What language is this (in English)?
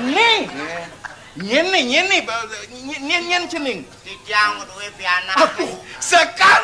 Balinese